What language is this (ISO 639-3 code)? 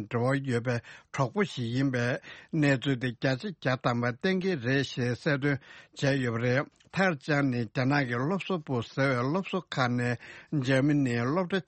bod